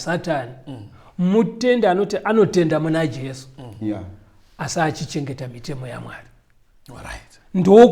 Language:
Shona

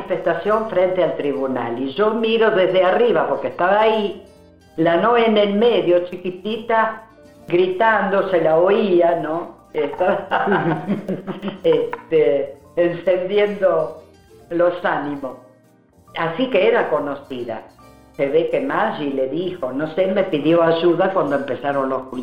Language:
Spanish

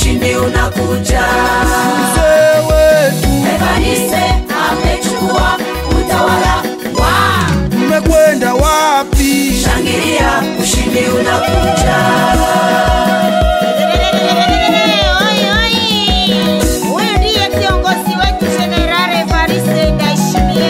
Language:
Swahili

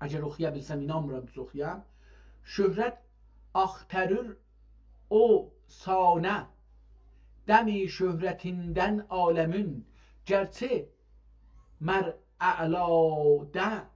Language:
South Azerbaijani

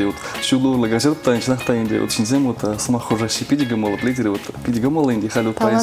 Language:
Chuvash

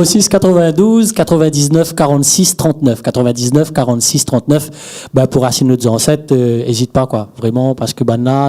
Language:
Réunion Creole French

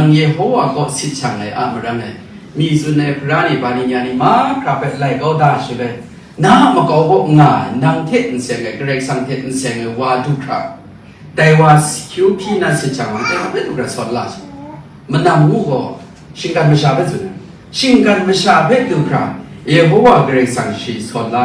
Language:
Kachin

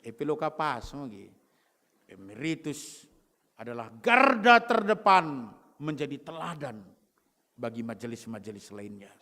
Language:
Batak Karo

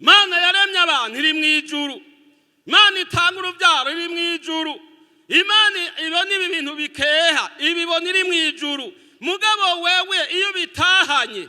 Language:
Rundi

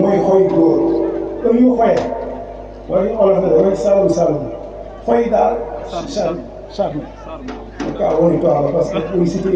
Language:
Wolof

